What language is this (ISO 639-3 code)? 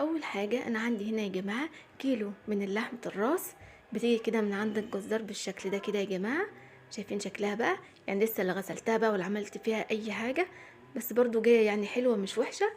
arz